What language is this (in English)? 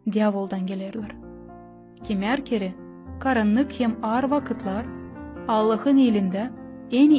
Gagauz